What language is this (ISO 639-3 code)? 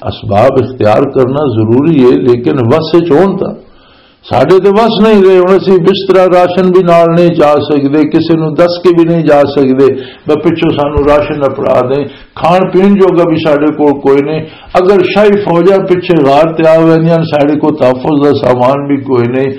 lah